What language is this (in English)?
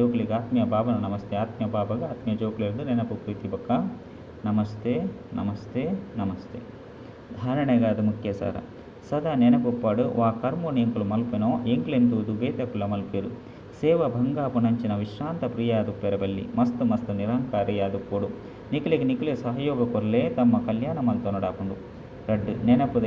Tulu